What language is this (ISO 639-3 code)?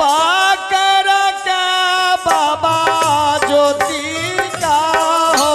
mai